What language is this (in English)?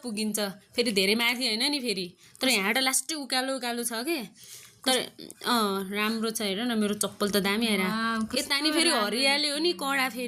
Nepali